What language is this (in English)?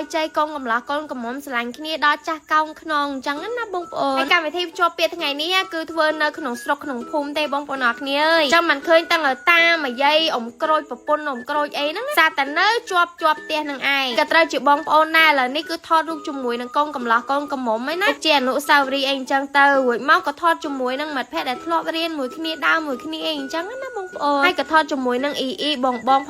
Khmer